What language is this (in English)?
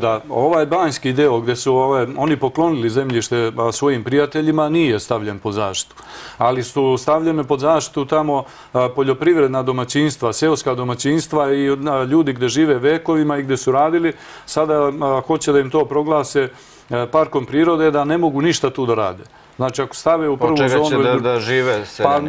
Serbian